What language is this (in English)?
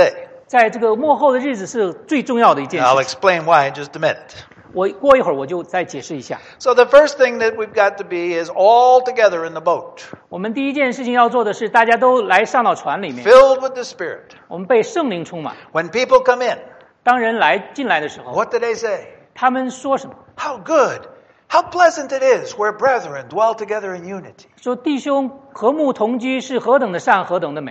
Chinese